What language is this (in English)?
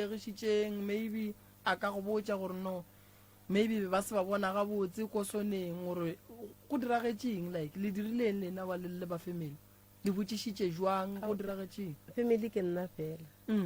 Northern Sotho